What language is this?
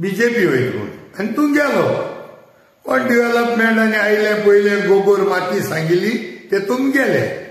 Konkani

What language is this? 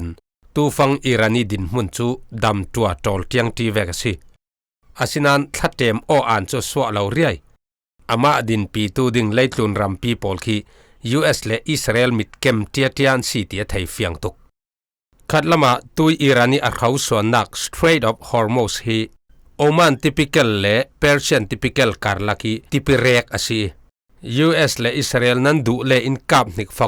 Falam Chin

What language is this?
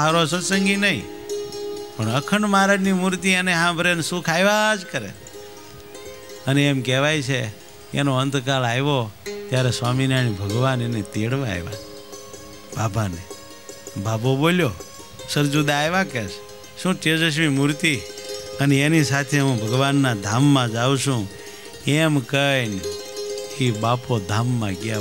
Gujarati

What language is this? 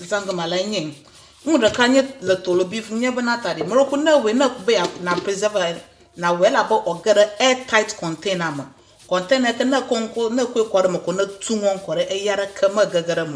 Ewe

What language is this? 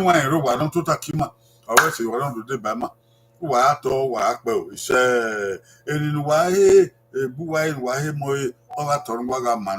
Bini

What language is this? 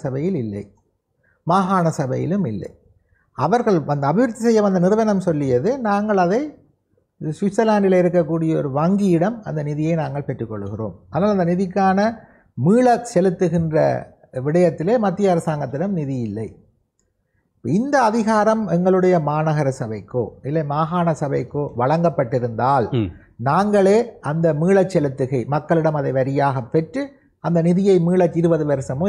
Tamil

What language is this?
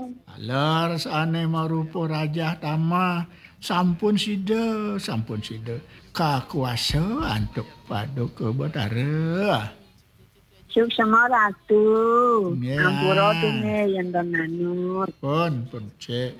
Balinese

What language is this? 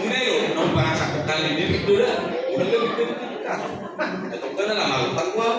Batak Toba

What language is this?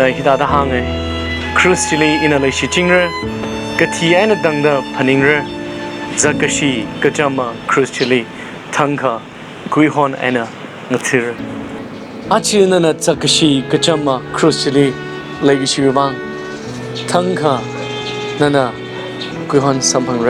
Tangkhul Naga (India)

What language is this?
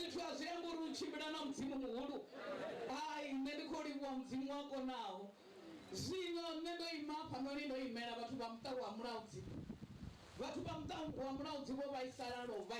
Venda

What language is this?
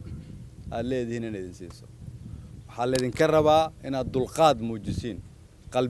Somali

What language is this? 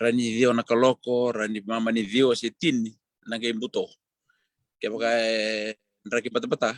Fijian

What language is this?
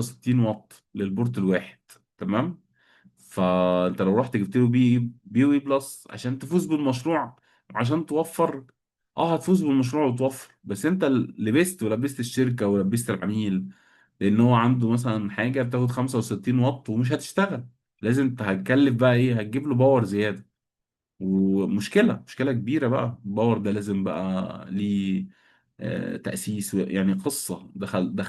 Egyptian Arabic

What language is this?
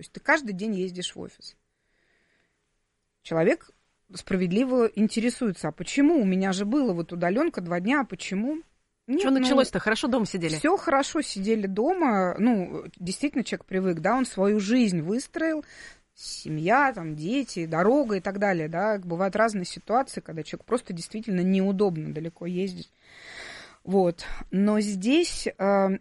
Russian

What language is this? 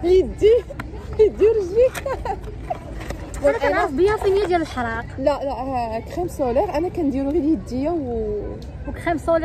Moroccan Arabic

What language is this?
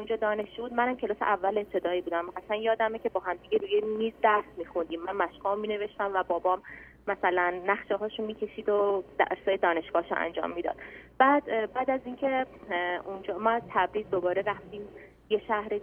Persian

